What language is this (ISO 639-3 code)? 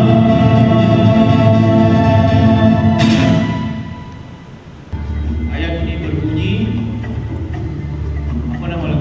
msa